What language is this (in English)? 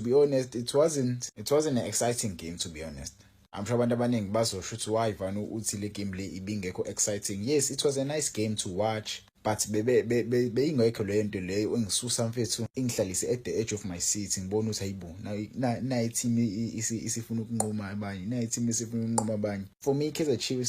Zulu